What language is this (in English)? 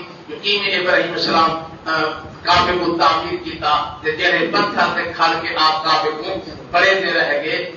Saraiki